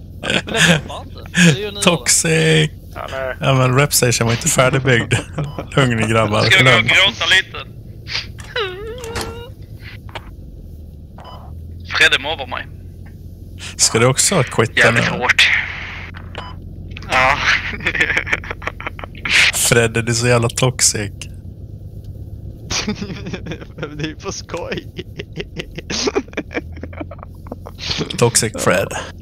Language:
Swedish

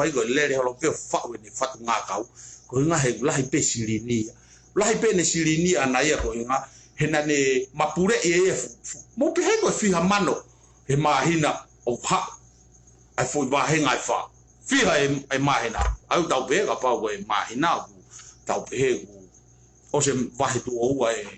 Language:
Tongan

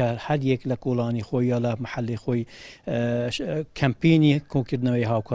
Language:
Central Kurdish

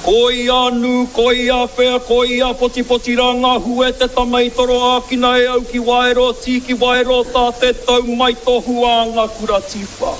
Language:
Māori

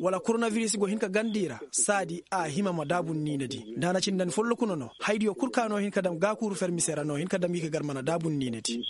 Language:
Koyraboro Senni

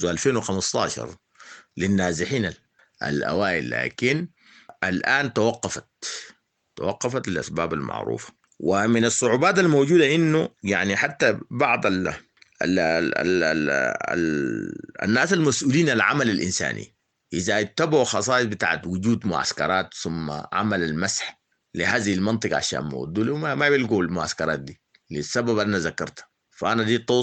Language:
Sudanese Arabic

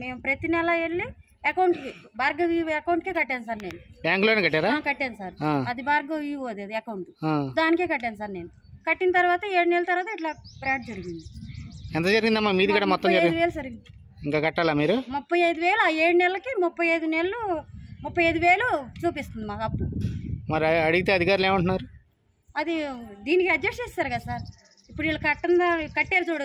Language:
Telugu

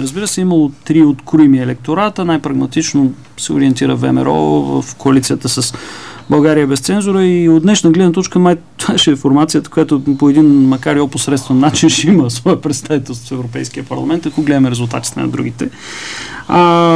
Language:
Bulgarian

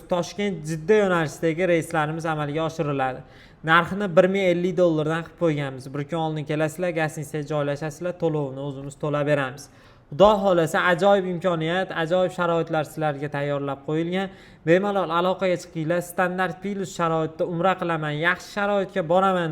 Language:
Uzbek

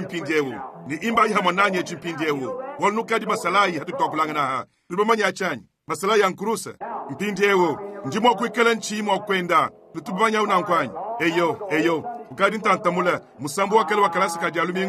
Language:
Luba-Lulua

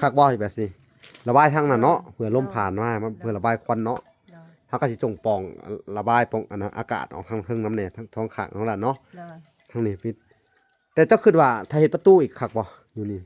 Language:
Lao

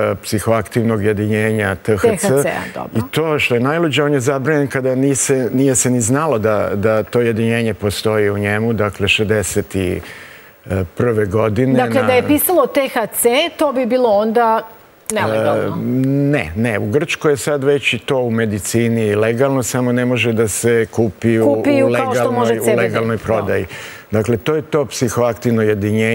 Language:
Serbian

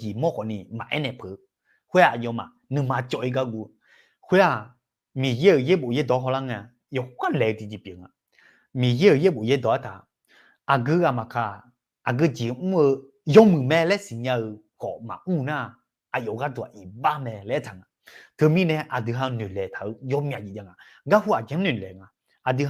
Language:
Akha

